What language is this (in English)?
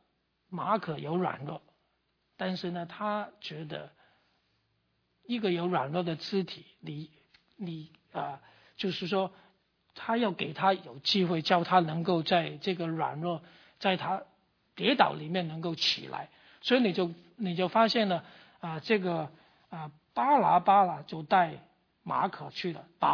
Chinese